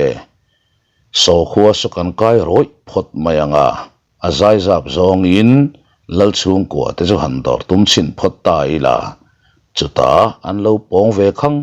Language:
Mizo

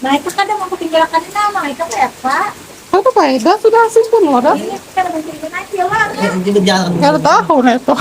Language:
Banjar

